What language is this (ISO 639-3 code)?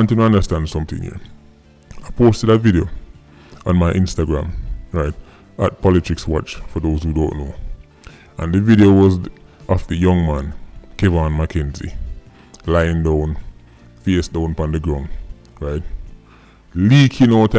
jam